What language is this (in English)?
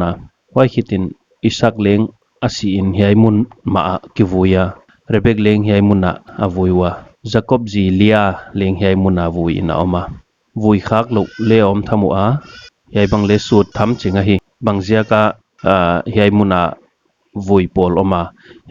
Paite Chin